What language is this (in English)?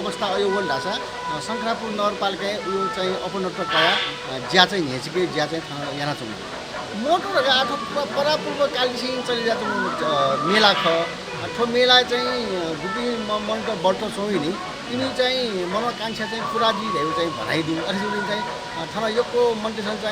Newari